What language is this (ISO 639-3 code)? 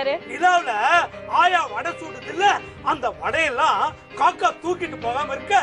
tam